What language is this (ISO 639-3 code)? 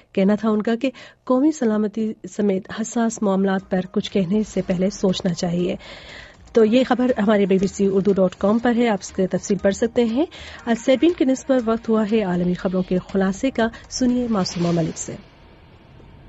urd